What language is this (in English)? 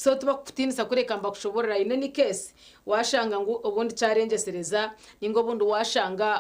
Nyankole